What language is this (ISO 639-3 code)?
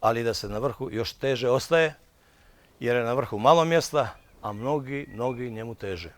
bos